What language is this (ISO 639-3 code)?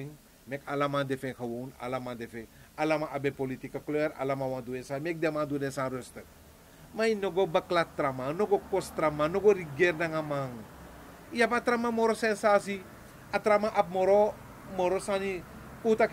srn